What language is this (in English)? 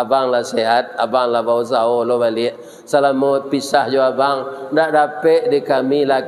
Minangkabau